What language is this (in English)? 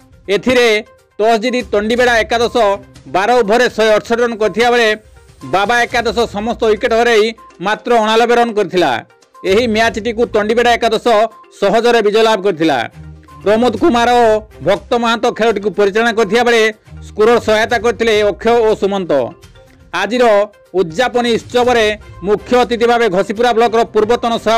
Odia